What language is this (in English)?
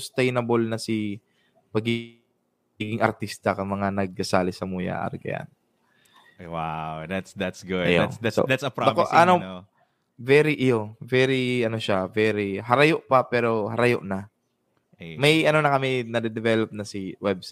Bikol